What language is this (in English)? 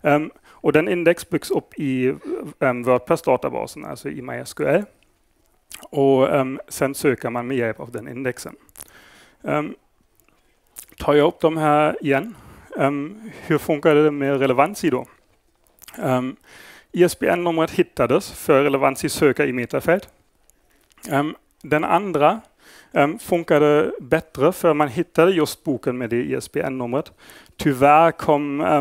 Swedish